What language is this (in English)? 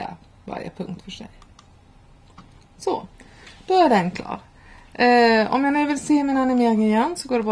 Swedish